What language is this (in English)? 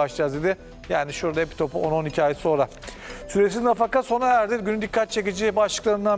Turkish